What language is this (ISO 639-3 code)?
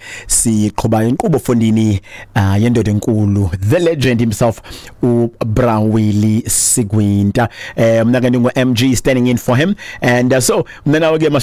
xho